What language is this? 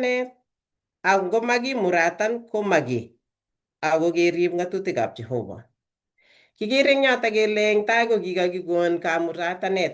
Kalenjin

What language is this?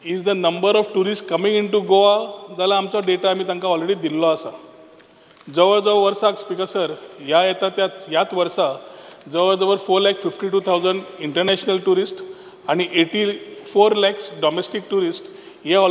Konkani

